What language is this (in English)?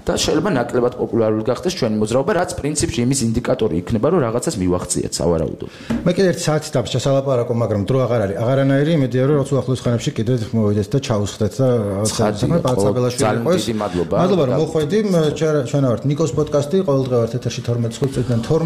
Georgian